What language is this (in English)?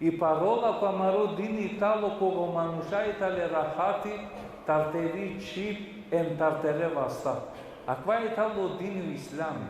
Balkan Romani